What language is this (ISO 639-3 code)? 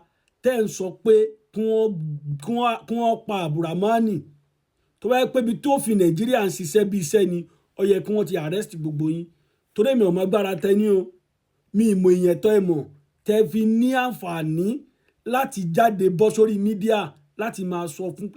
yor